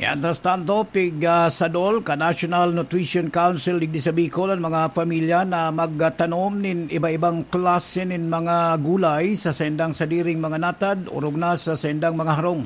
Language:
Bikol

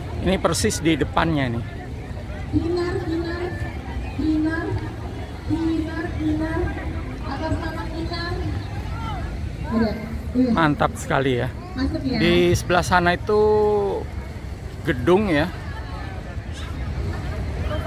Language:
Indonesian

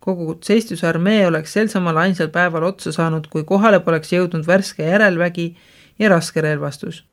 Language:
Estonian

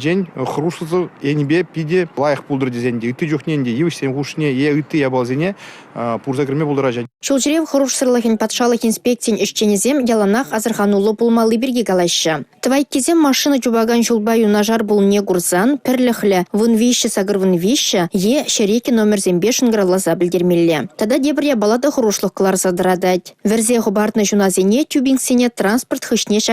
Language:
Chuvash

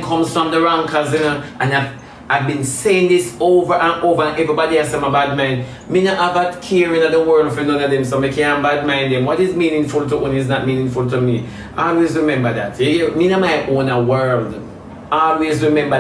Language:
Jamaican Creole English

